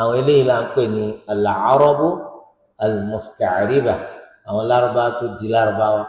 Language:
Yoruba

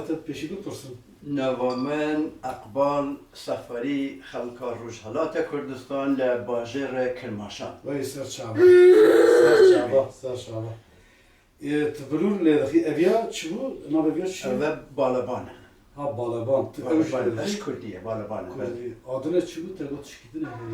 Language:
Kurdish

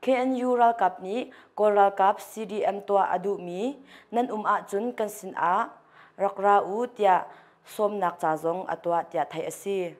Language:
Hakha Chin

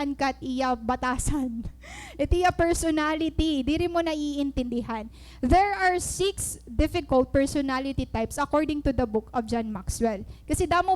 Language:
Waray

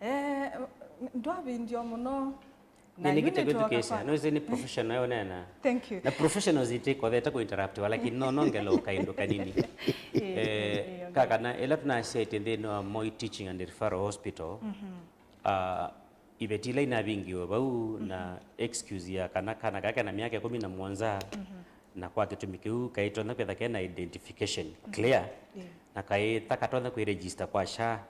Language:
Kamba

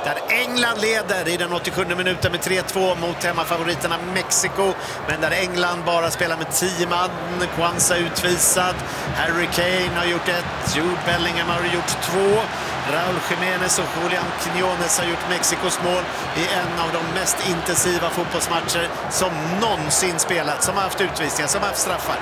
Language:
Swedish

